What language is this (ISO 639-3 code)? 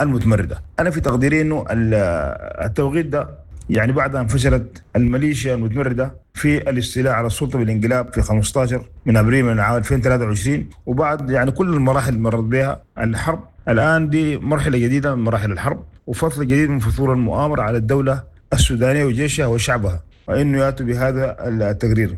apd